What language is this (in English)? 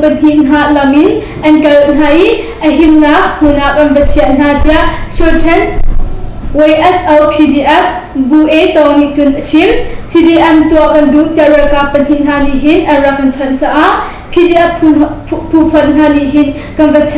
Hakha Chin